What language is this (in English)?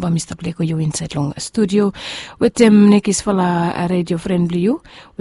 Bislama